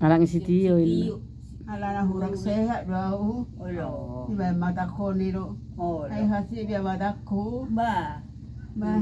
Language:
Batak Toba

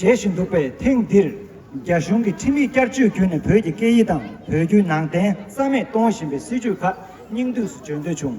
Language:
Tibetan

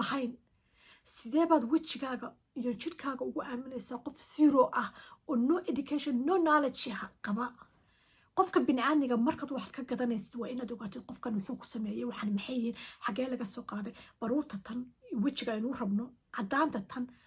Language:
Somali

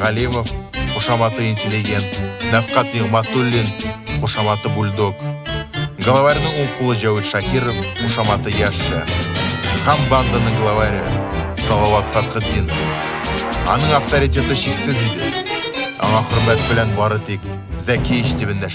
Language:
Tatar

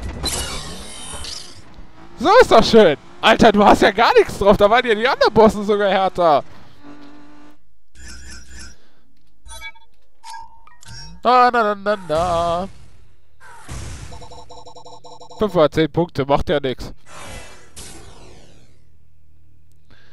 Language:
German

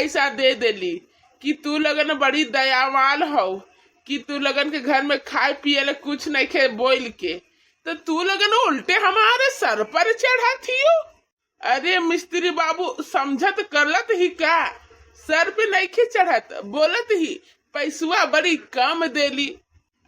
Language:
Bhojpuri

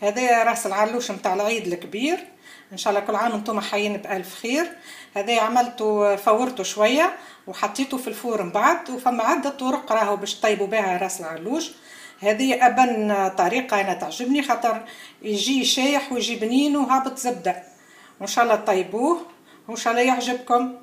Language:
Tunisian Arabic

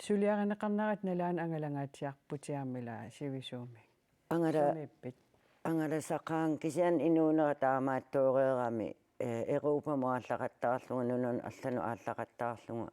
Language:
Kalaallisut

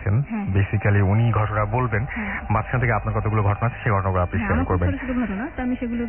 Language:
Bangla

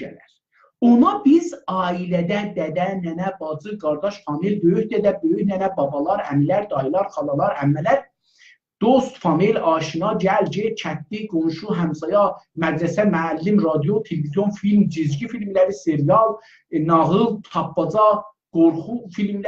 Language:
South Azerbaijani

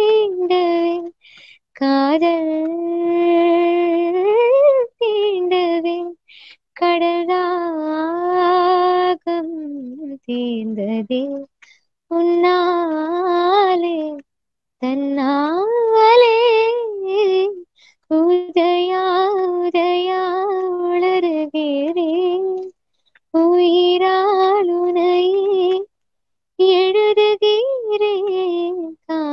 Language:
Tamil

